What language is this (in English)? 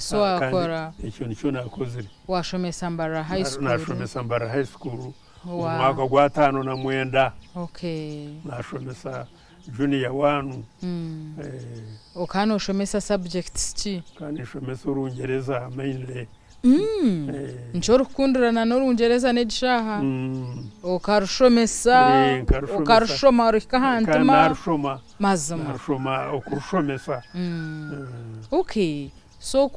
Nyankole